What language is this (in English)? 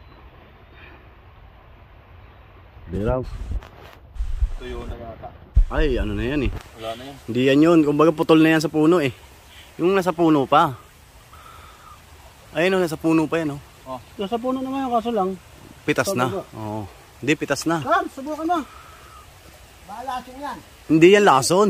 Filipino